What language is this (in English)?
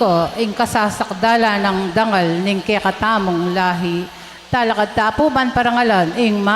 Pampanga